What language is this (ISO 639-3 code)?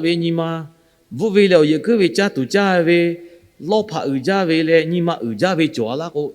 lhu